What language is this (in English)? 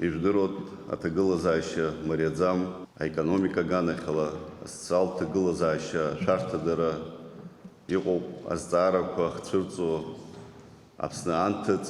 Abkhazian